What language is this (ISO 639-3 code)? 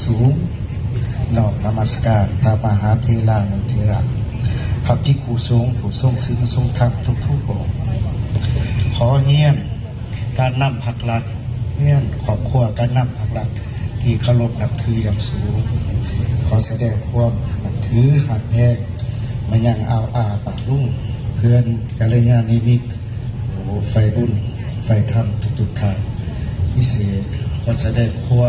lao